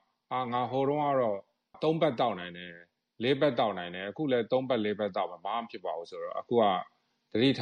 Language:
Burmese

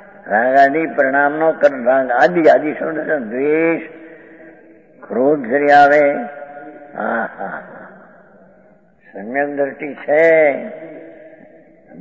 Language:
Gujarati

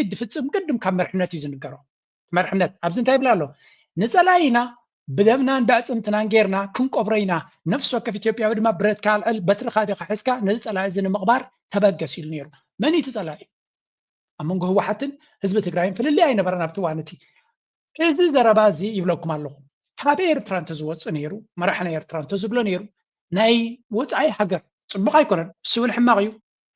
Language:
Tigrinya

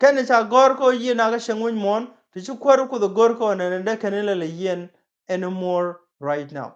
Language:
Nuer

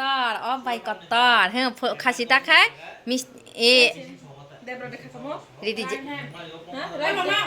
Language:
Kok Borok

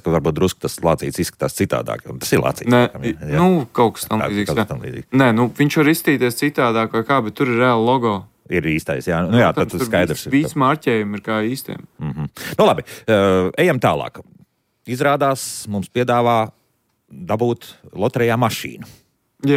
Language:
Latvian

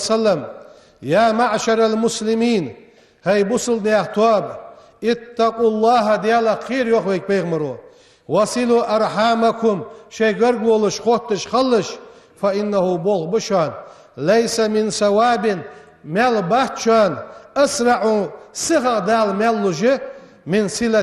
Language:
Ingush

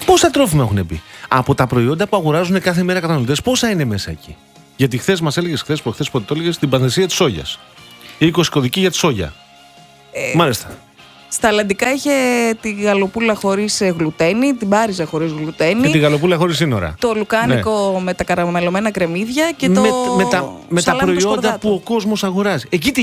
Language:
Greek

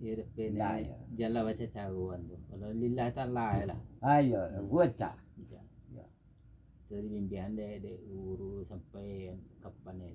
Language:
Minangkabau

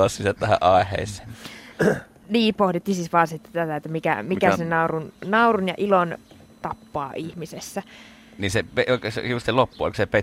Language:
Finnish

